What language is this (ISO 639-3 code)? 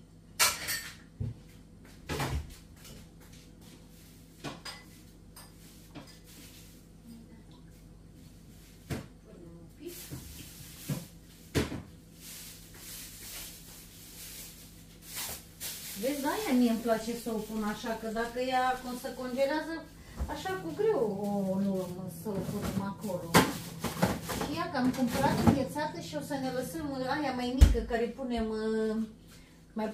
ron